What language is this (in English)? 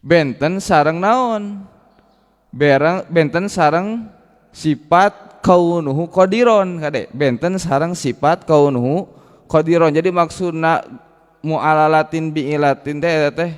Sundanese